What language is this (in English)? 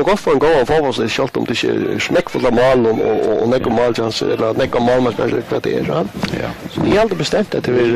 Faroese